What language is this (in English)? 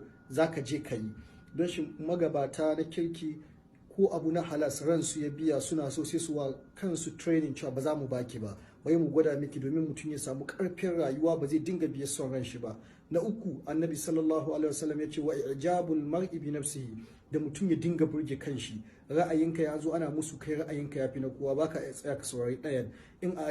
Hausa